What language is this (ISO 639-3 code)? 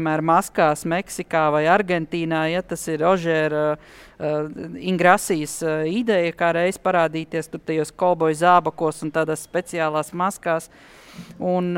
lav